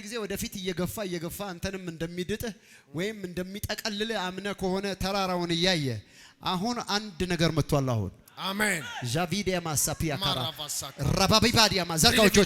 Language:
Amharic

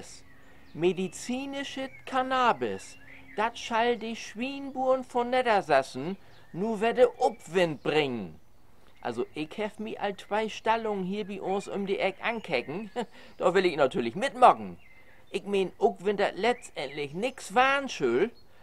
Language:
Low German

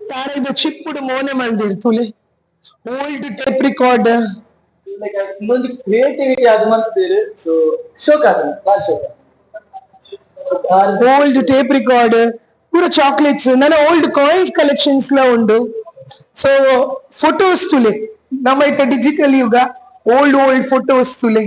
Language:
Tulu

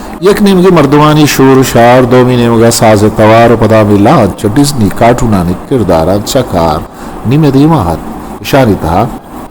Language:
Eastern Balochi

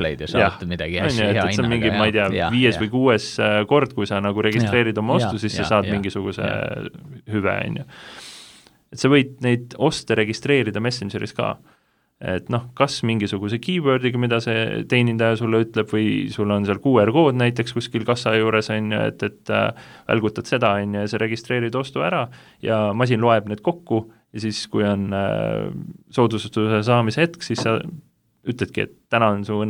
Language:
Estonian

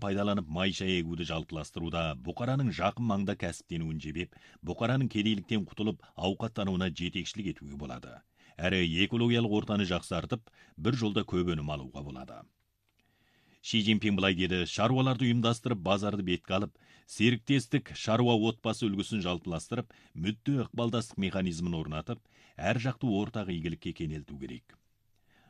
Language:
Kazakh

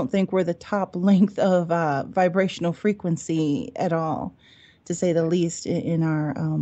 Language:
English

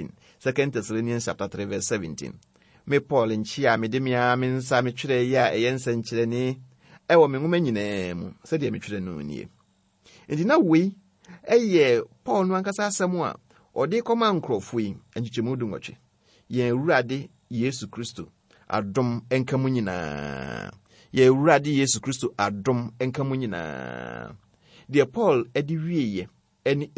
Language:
Akan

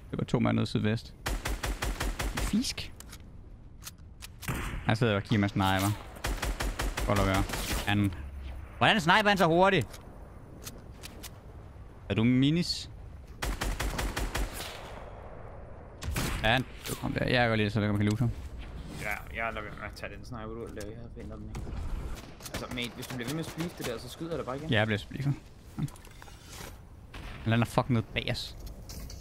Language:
Danish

